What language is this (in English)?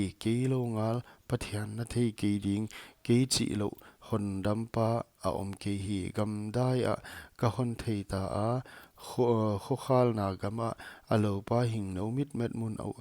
Paite Chin